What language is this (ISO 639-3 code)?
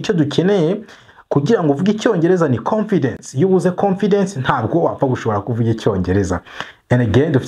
kin